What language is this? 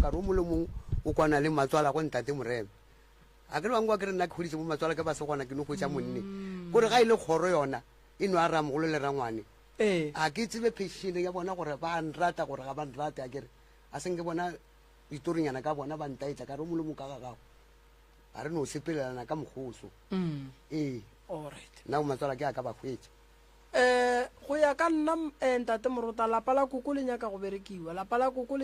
Northern Sotho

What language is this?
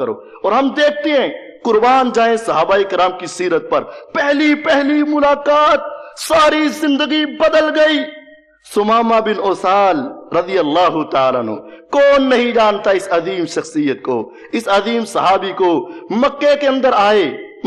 Urdu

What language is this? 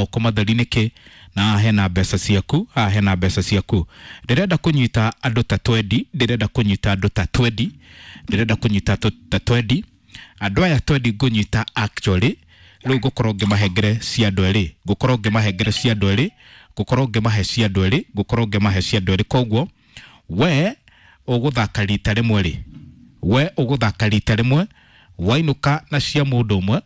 Kikuyu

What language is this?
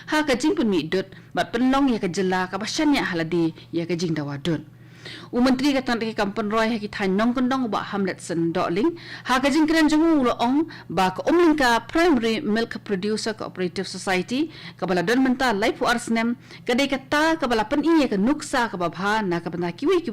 Khasi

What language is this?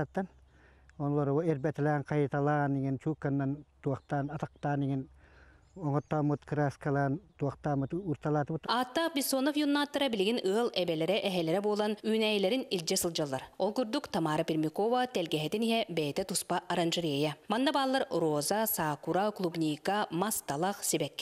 Yakut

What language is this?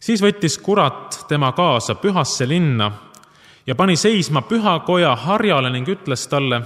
Estonian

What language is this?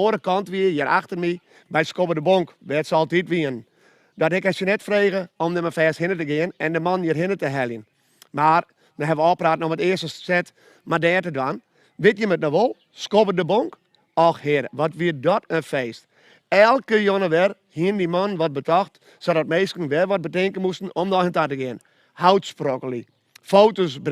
Western Frisian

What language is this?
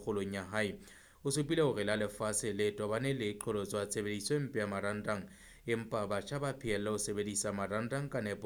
Southern Sotho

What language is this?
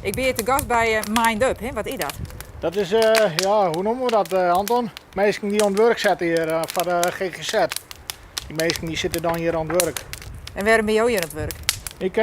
Western Frisian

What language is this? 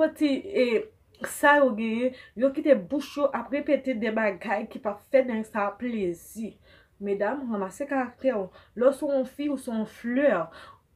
Haitian Creole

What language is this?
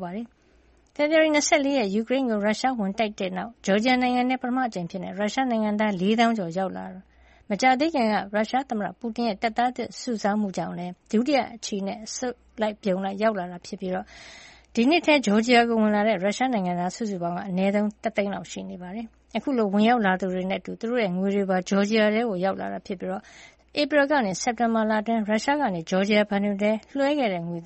Burmese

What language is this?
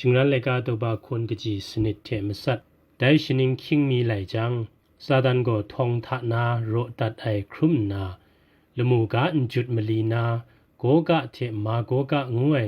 Kachin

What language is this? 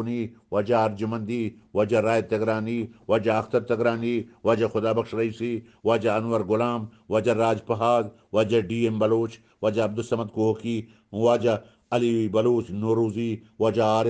Eastern Balochi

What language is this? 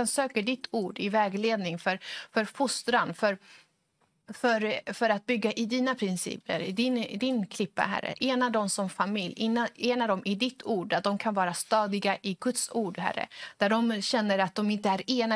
Swedish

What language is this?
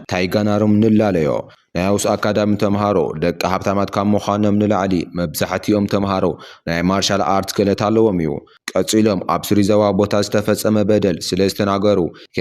Tigrinya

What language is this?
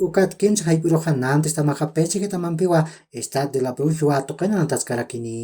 Aymara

